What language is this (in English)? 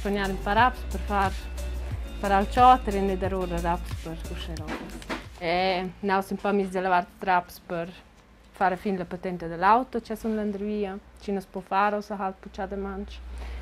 Romansh